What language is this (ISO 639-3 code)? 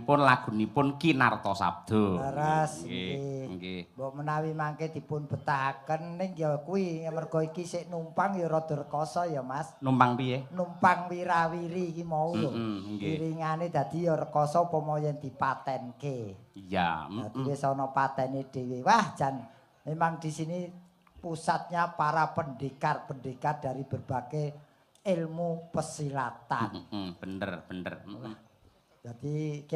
jav